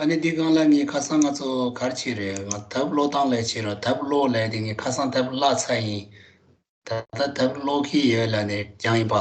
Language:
Tibetan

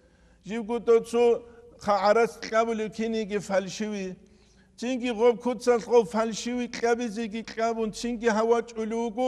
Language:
Avaric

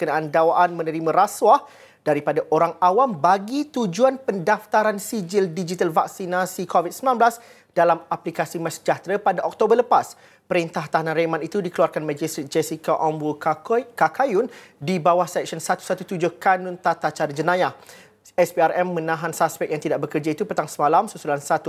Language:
Malay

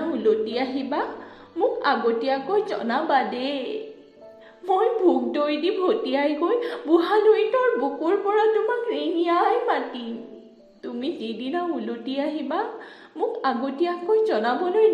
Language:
Assamese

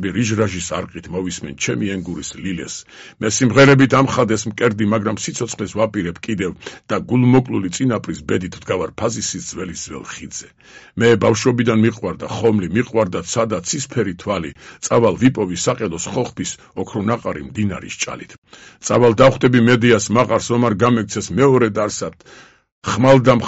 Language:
Georgian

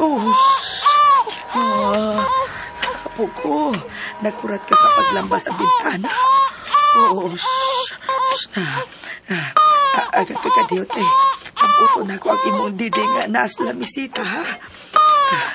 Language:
Cebuano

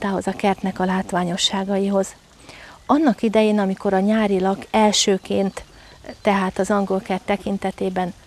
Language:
Hungarian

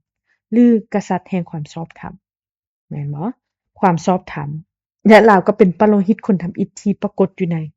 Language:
Lao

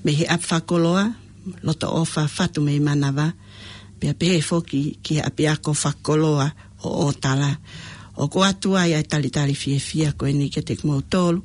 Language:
Tongan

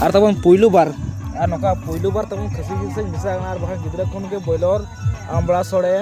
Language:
Santali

